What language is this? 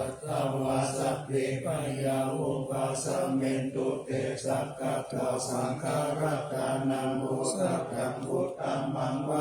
Pali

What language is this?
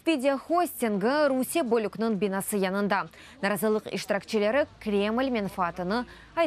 Crimean Tatar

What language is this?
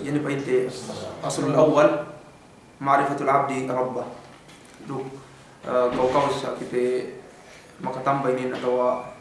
Yakan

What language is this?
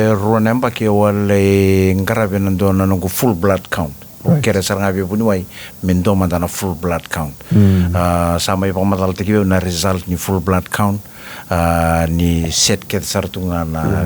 Fijian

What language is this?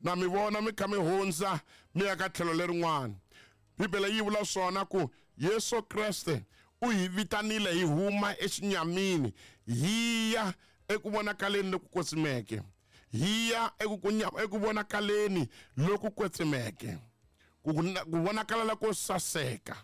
Tsonga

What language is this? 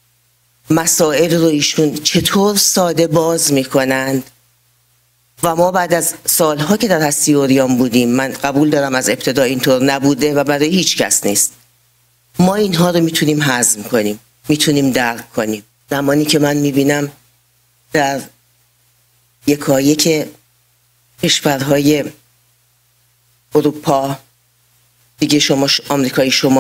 Persian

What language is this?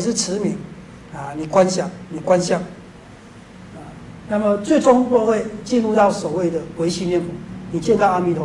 Chinese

